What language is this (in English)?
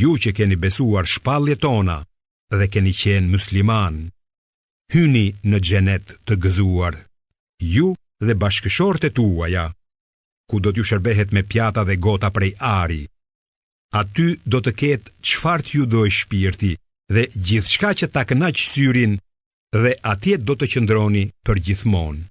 Albanian